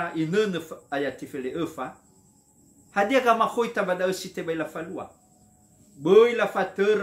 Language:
Nias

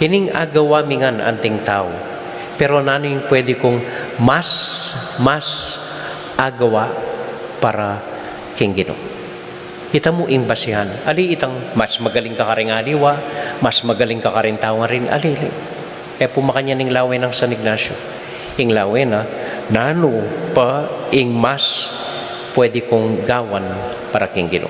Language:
Pampanga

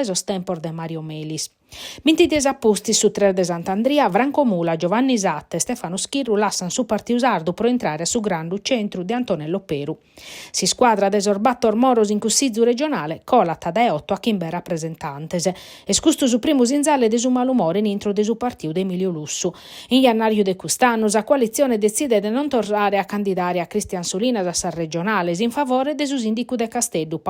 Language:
Sardinian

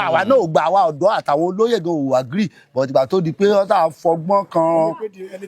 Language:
Yoruba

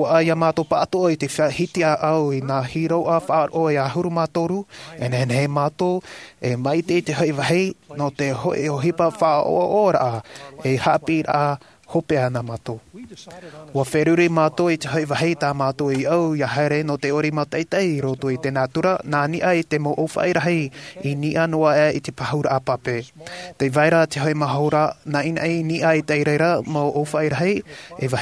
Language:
Tahitian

